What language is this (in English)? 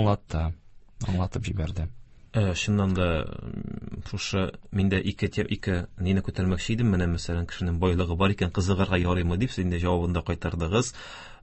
Tatar